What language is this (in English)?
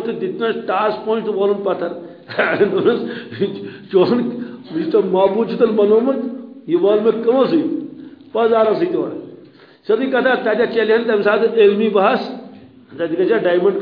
Kashmiri